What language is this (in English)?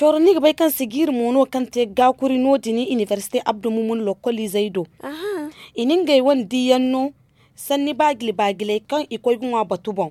Zarma